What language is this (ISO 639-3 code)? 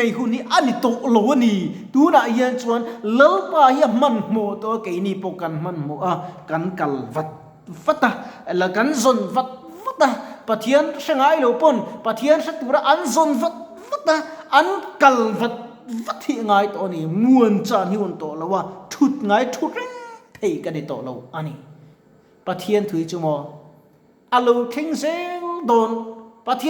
lus